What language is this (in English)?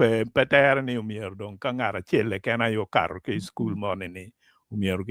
Acoli